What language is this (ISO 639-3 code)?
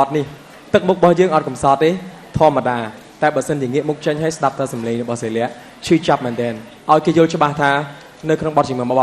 khm